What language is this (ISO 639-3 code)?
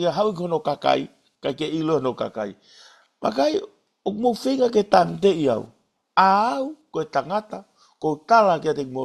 ton